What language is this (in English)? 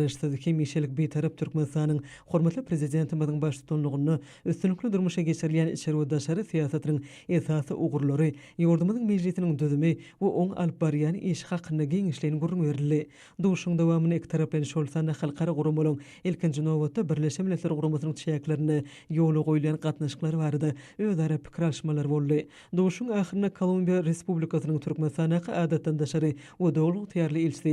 Turkmen